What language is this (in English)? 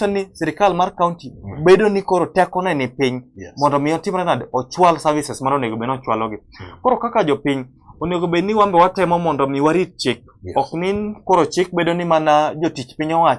Luo (Kenya and Tanzania)